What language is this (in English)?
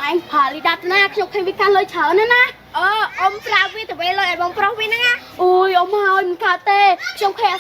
Khmer